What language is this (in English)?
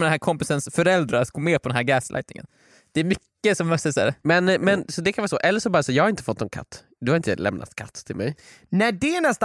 Swedish